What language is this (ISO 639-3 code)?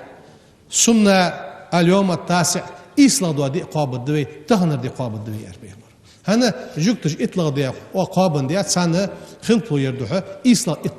inh